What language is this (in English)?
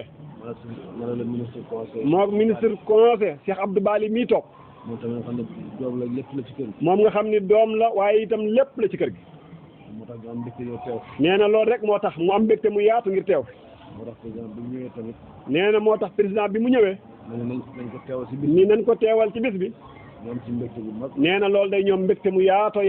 Wolof